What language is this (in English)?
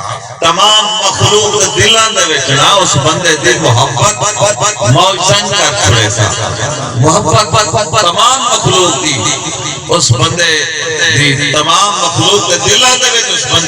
Saraiki